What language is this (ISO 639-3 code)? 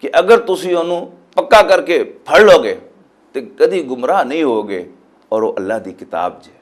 lah